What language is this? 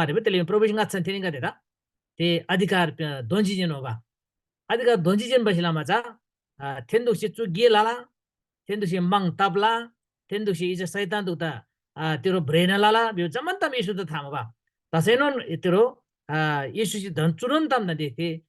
Eastern Tamang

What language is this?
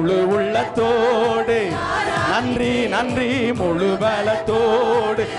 Tamil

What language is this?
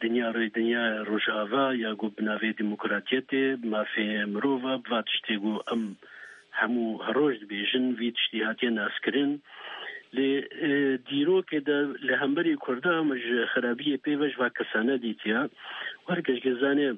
Kurdish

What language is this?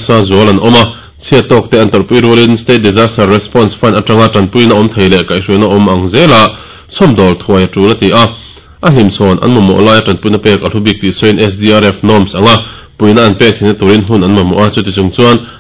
Mizo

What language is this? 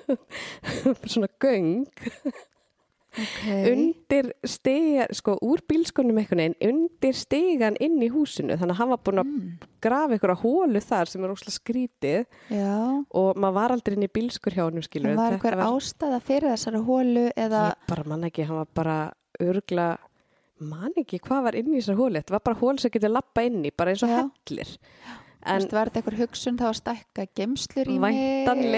Icelandic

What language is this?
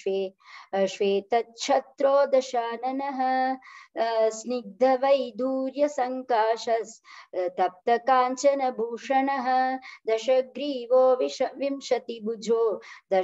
Sanskrit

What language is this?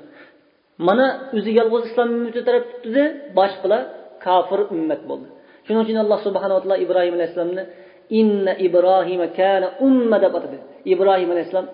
Uyghur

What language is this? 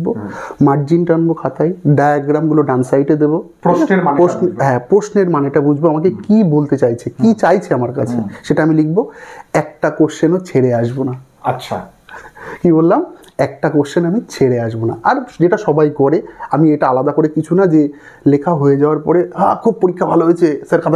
Bangla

